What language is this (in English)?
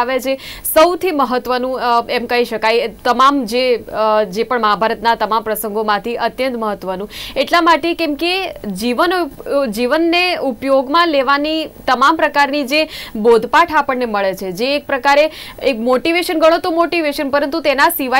Gujarati